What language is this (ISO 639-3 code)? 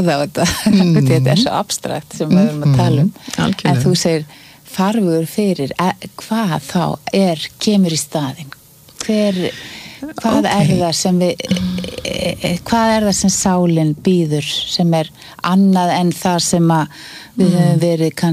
isl